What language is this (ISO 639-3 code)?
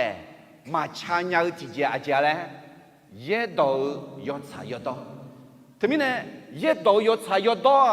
ahk